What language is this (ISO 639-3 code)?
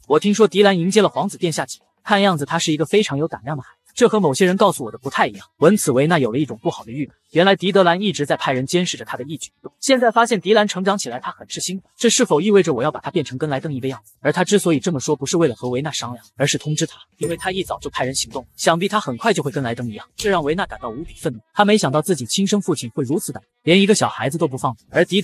zho